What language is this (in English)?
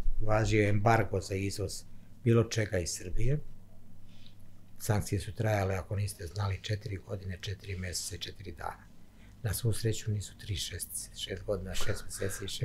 Serbian